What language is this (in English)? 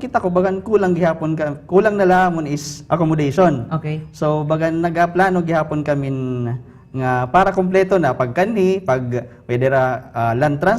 Waray